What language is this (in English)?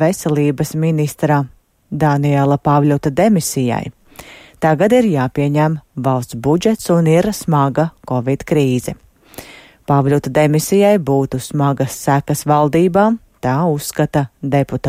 Latvian